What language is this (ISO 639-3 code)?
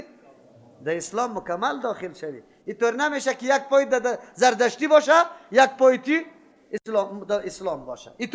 fas